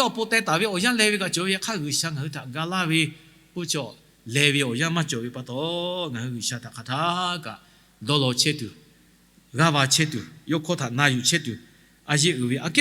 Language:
Lahu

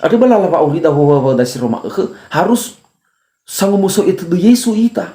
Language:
Nias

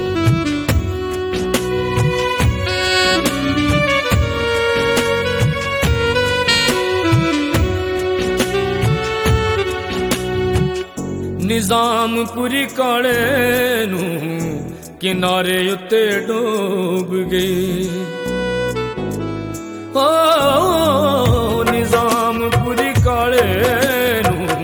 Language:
Punjabi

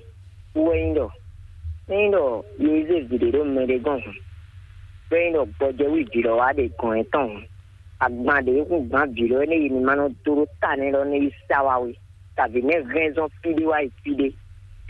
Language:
Fon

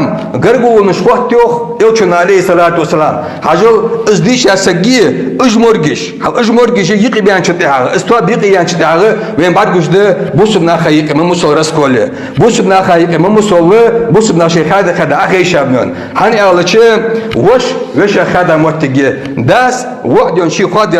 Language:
Ingush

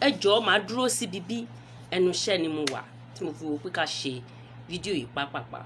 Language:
Yoruba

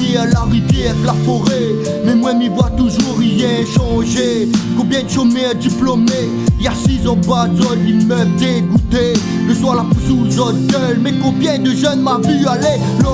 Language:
Réunion Creole French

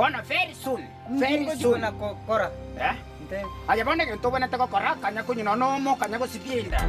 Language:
Gusii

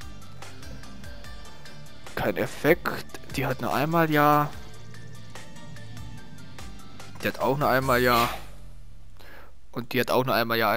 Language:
German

